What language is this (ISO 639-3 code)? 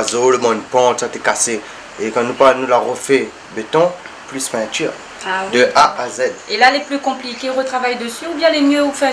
rcf